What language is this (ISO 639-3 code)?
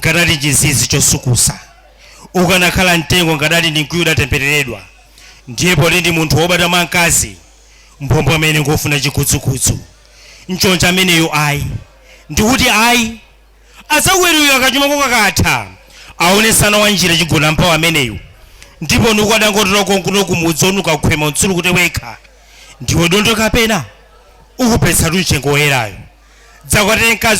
nya